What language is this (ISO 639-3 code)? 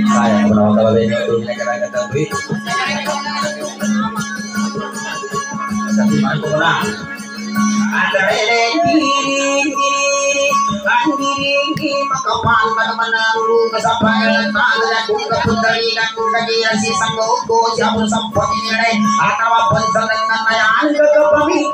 mdh